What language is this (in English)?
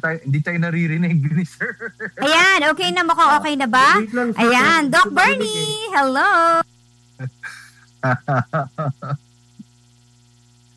Filipino